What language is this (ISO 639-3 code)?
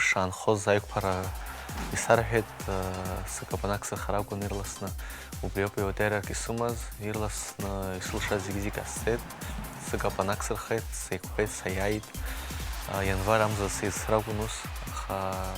abk